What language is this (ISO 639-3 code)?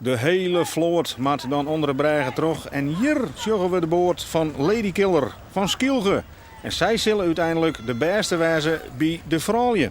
fry